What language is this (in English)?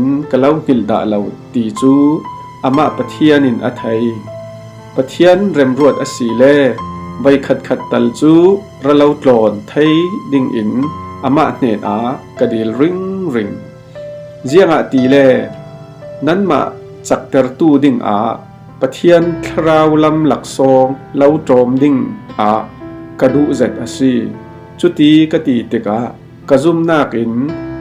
Falam Chin